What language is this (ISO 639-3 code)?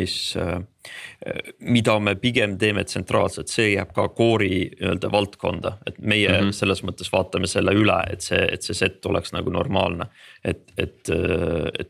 est